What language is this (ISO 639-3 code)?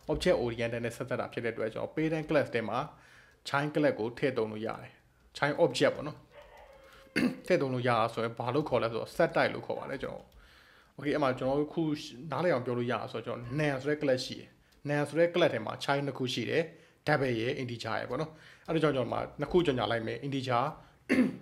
mya